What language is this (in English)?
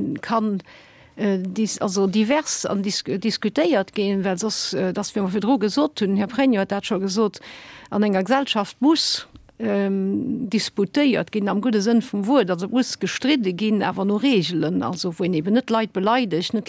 Luxembourgish